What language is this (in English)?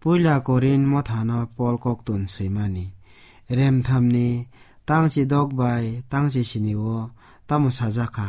Kok Borok